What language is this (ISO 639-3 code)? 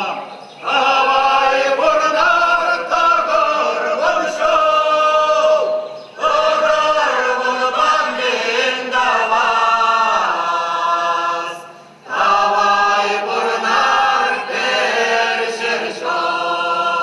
chv